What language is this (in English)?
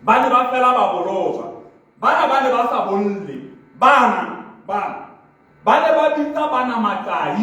Southern Sotho